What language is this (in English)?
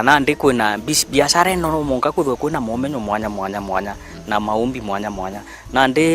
Meru